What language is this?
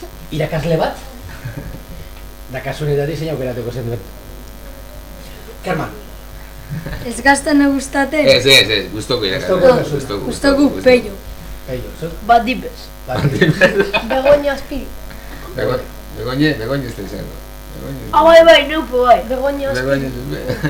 Basque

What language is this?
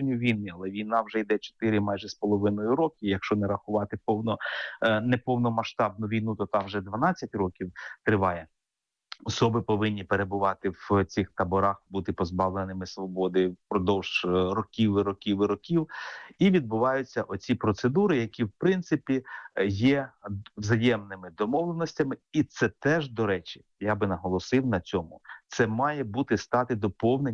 Ukrainian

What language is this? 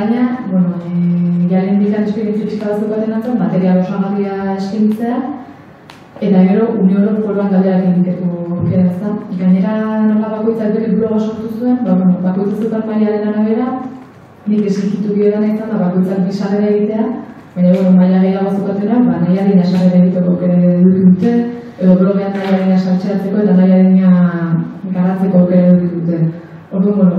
Basque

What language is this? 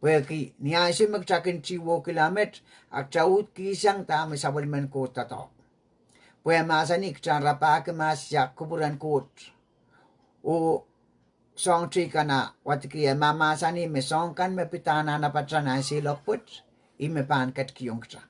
Pohnpeian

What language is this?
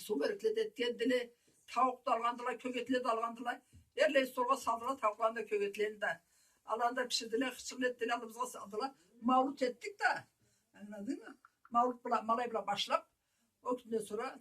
Karachay-Balkar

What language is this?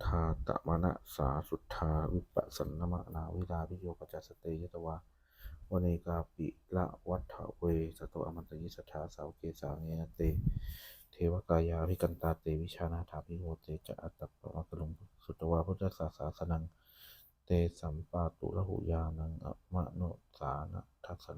Pali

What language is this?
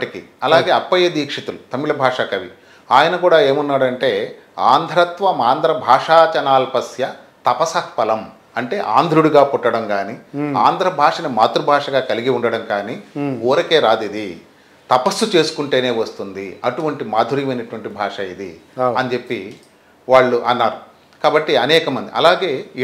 Telugu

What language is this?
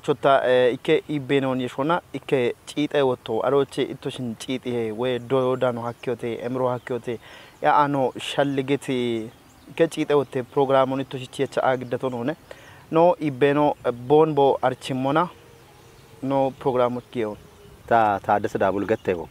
Kafa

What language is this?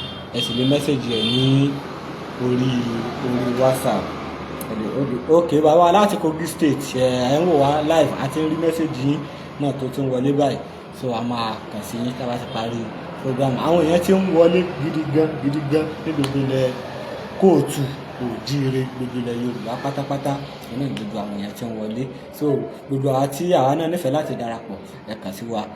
Yoruba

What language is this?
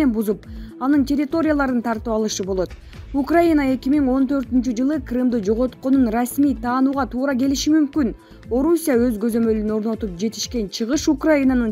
Kyrgyz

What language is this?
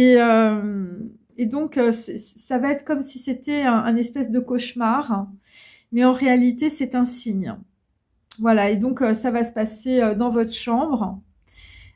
French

